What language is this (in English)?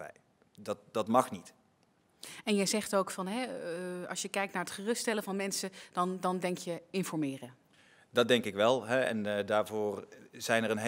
Dutch